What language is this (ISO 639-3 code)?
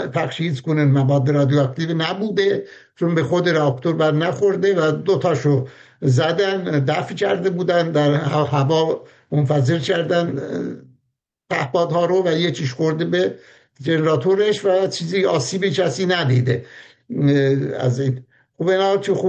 fas